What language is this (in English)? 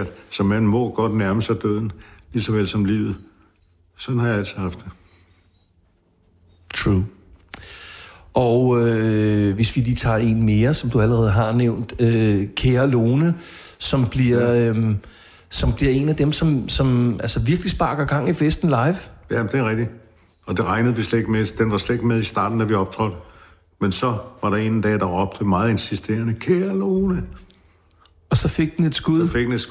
Danish